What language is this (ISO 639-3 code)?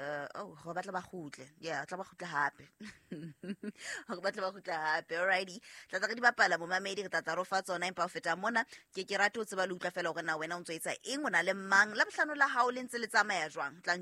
sot